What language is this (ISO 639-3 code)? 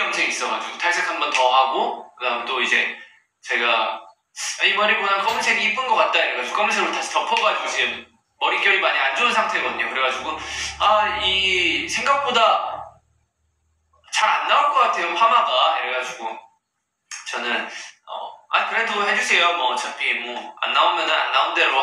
kor